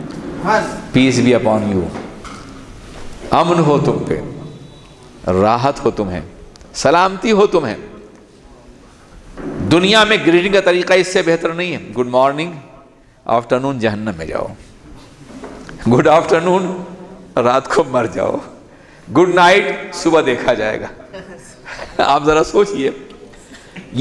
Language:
Urdu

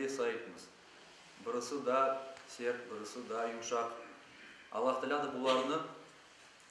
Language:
Crimean Tatar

